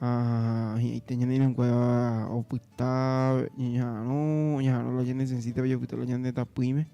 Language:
Guarani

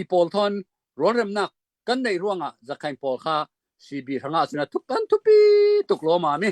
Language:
Hakha Chin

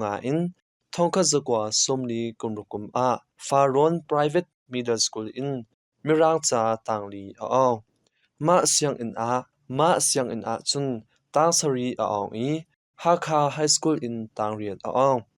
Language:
Hakha Chin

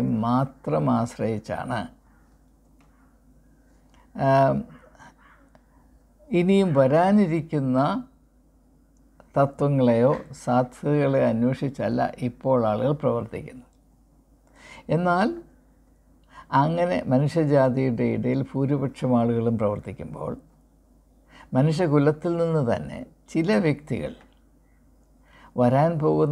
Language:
Malayalam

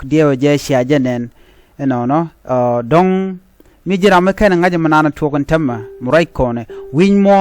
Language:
Nuer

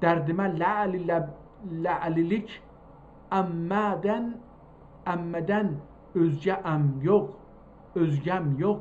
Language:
South Azerbaijani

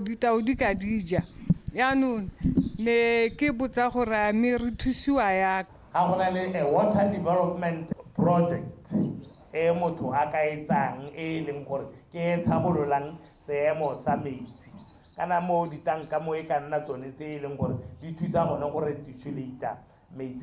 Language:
Tswana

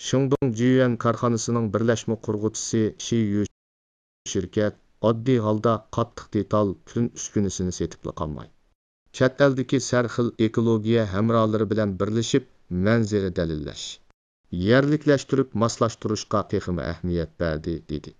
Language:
Uyghur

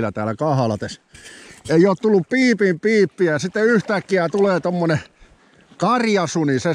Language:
Finnish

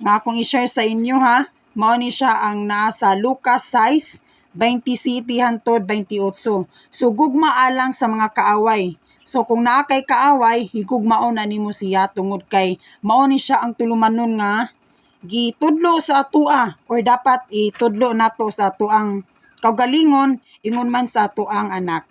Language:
Cebuano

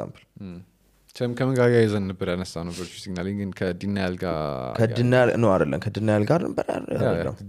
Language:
Amharic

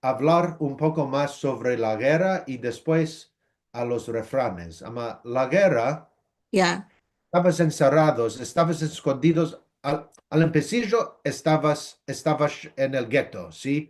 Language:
Ladino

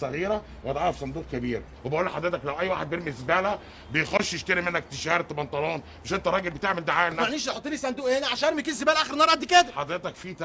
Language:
Egyptian Arabic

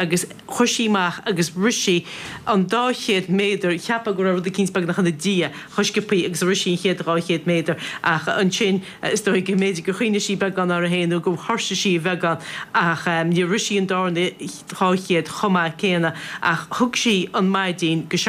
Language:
Irish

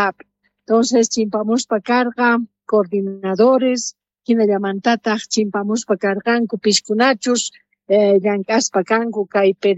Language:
South Bolivian Quechua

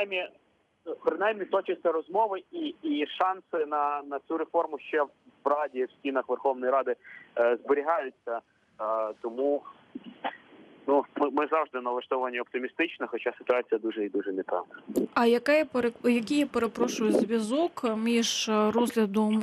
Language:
Ukrainian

